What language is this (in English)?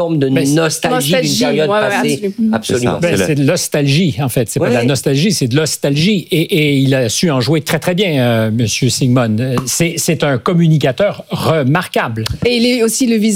French